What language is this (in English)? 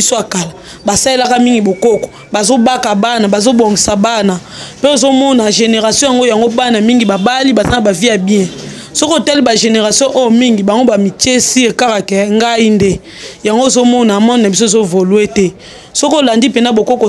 Lingala